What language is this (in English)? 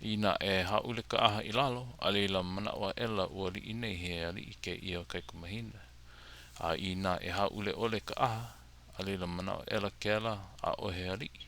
Hawaiian